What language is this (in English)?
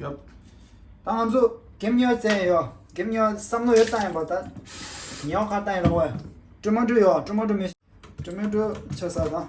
Tibetan